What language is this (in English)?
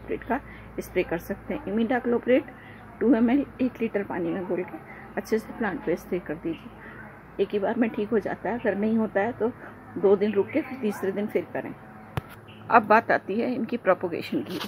Hindi